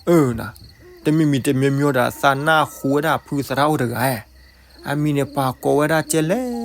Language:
S'gaw Karen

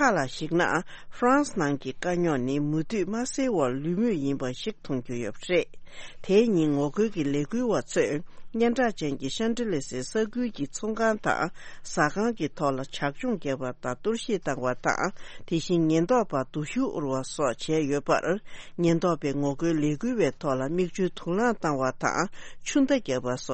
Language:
Tibetan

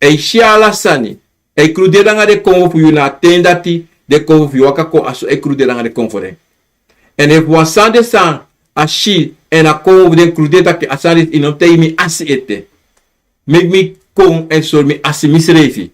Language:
Sranan Tongo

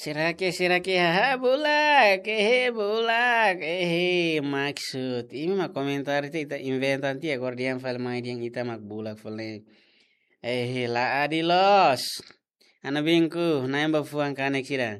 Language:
Tetum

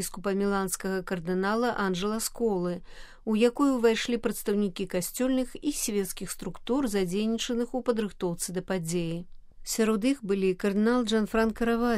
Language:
Belarusian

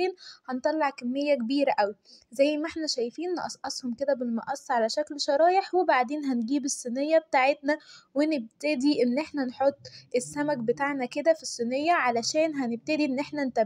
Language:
Egyptian Arabic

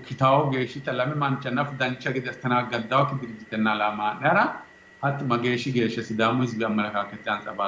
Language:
Sidamo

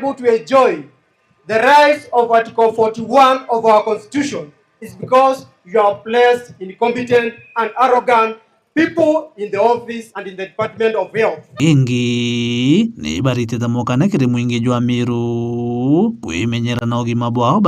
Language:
Meru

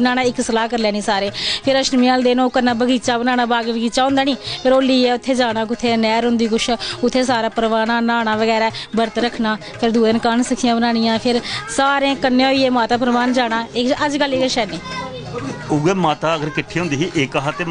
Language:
Dogri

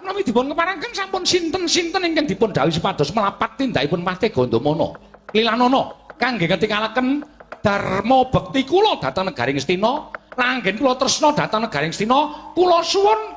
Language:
Javanese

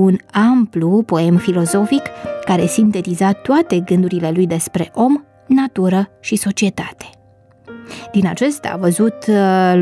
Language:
Romanian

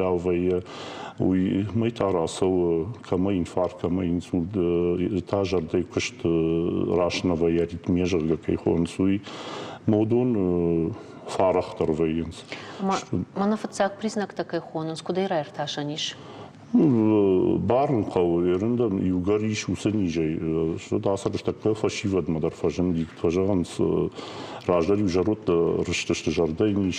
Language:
Ossetic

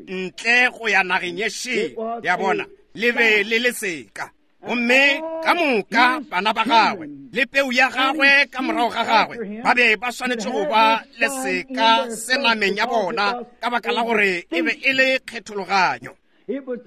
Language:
Northern Sotho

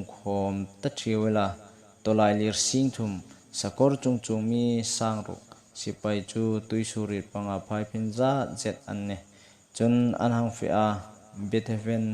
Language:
Hmar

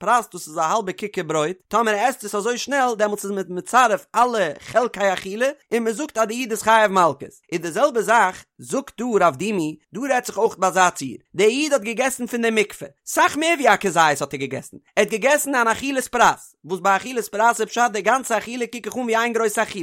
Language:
Yiddish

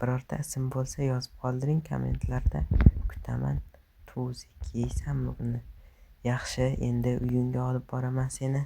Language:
Uzbek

